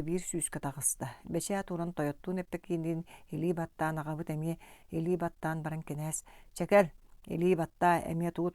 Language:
Yakut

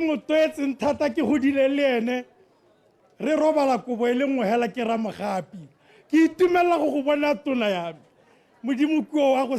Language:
Tswana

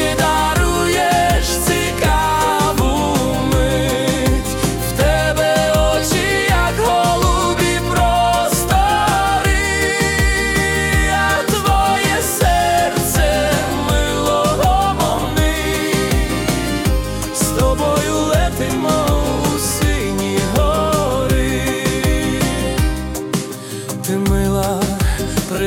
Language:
Ukrainian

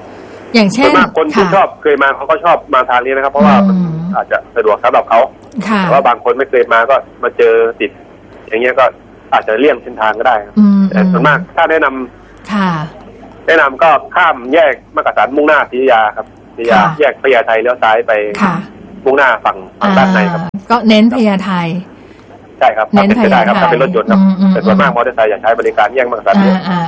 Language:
Thai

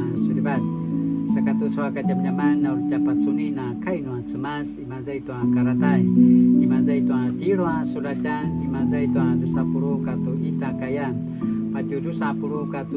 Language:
Paiwan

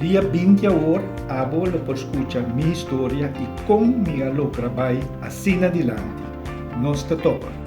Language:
Papiamento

